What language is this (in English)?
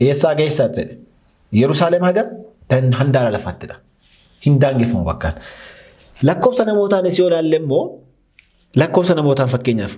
Oromo